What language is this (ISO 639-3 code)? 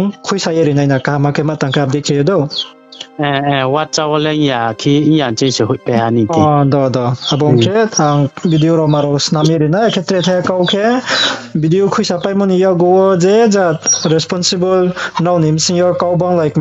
ria